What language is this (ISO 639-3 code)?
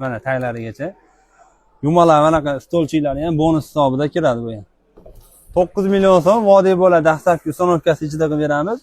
uzb